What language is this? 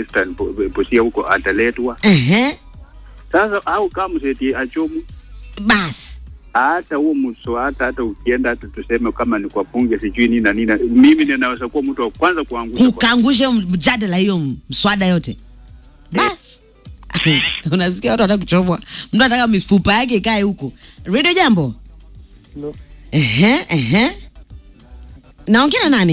Swahili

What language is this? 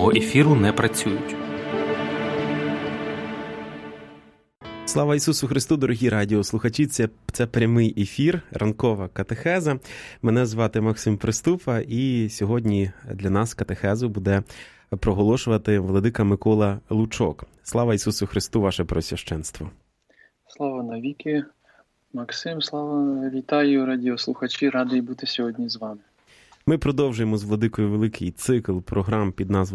Ukrainian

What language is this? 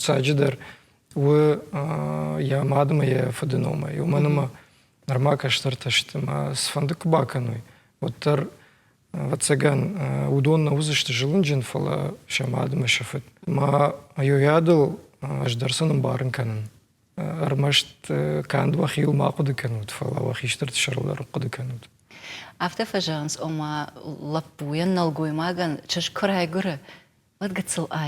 Ossetic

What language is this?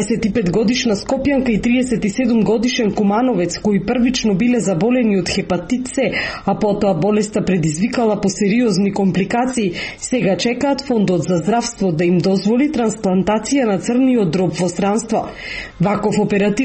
Macedonian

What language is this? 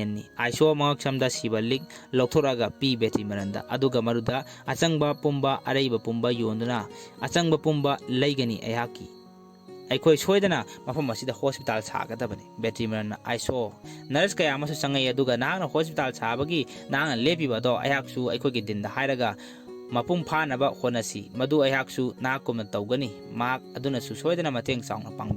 Manipuri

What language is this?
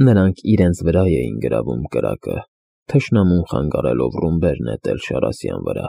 Armenian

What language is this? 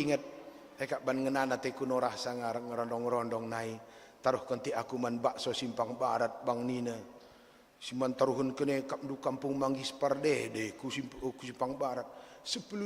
Batak Karo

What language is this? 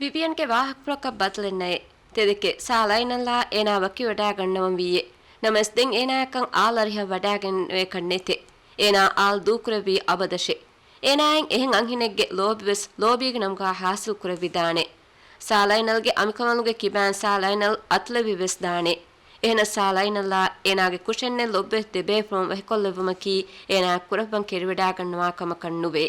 Divehi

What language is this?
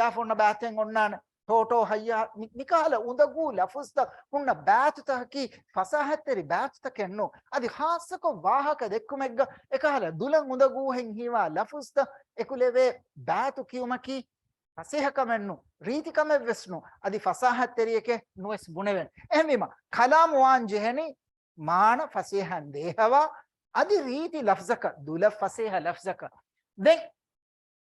Divehi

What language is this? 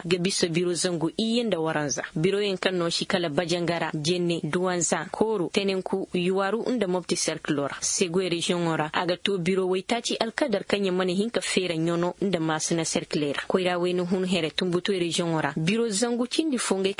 Koyraboro Senni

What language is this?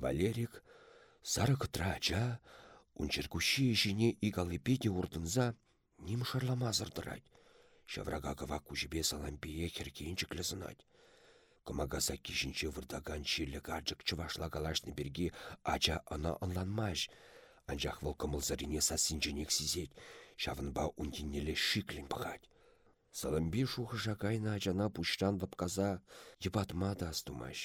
Chuvash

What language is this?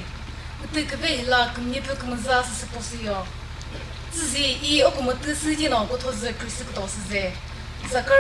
Chokri Naga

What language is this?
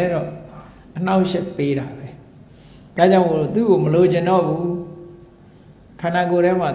Burmese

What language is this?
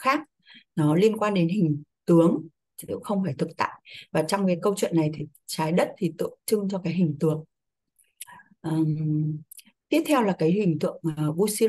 Vietnamese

